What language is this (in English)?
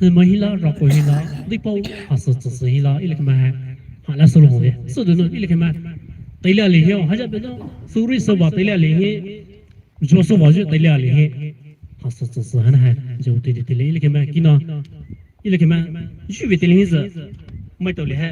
Poumei Naga